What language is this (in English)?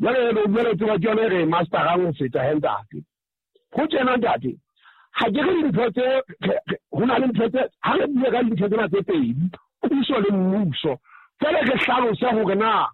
Southern Sotho